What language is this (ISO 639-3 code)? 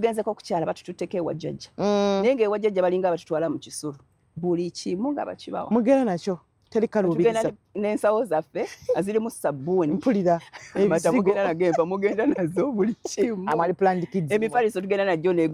lug